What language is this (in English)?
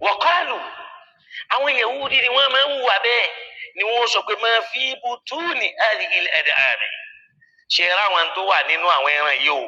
Yoruba